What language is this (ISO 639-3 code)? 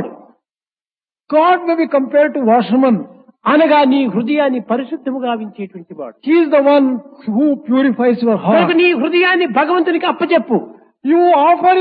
tel